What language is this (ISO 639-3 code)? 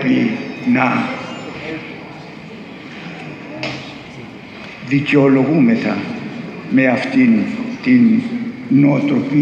ell